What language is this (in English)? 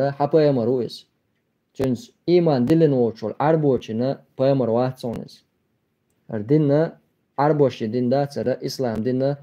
Chechen